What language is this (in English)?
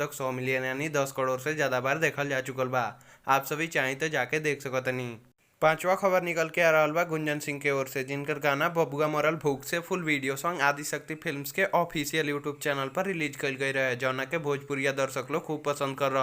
Bhojpuri